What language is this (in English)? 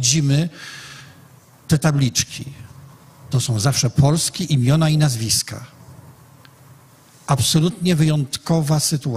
Polish